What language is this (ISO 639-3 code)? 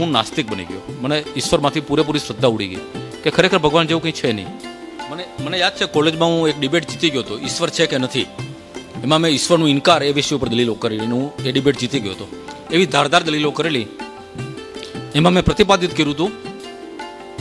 guj